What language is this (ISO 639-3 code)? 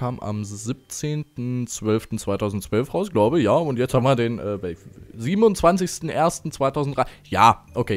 deu